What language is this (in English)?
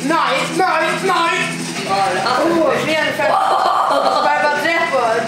Faroese